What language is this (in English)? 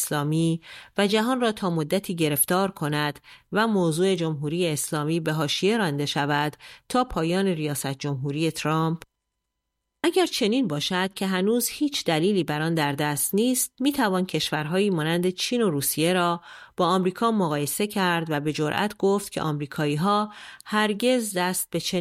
Persian